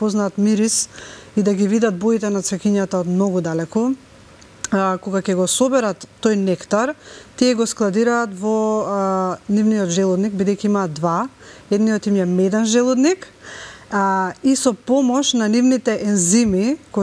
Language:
Macedonian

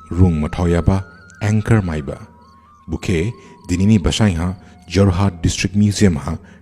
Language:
Dimasa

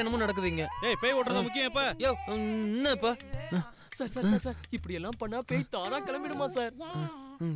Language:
Tamil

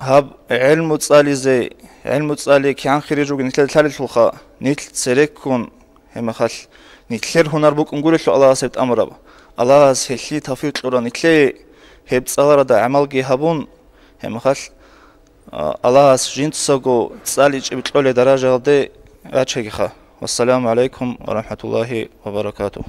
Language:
Avaric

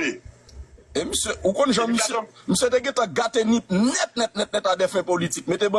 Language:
Haitian Creole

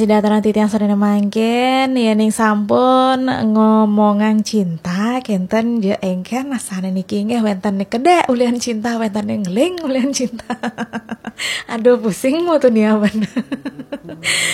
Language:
Balinese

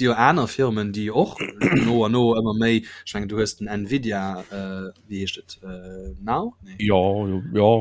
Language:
Luxembourgish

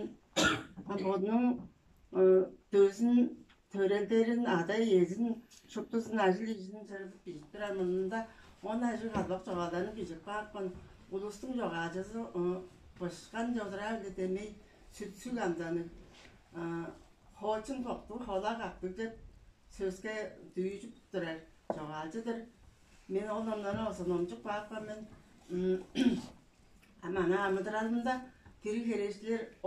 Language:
Tuvinian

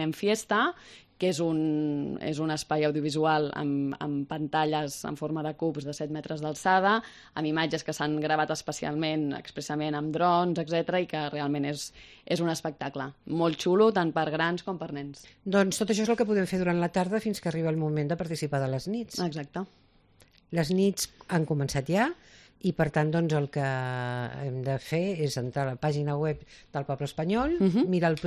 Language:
Catalan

